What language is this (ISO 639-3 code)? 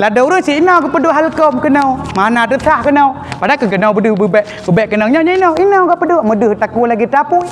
ace